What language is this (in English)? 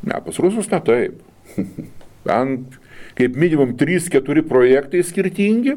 Lithuanian